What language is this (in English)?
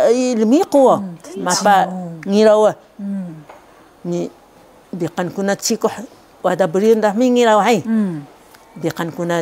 Taroko